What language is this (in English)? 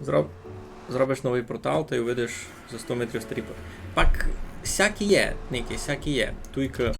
Rusyn